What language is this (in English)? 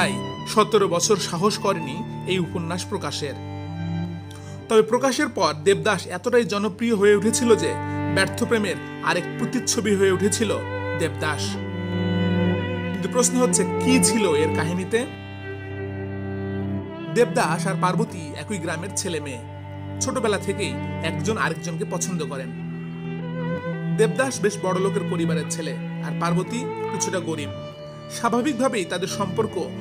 Bangla